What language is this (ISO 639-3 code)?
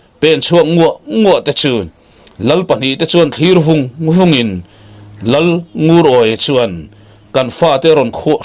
lus